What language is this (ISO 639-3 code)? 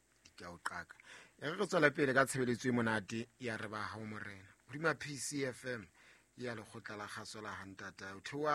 sot